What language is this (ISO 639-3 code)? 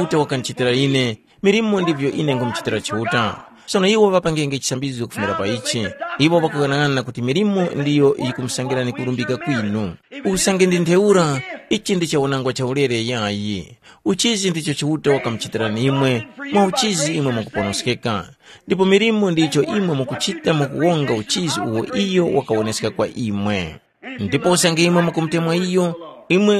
tum